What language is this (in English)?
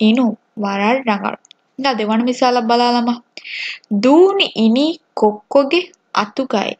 Divehi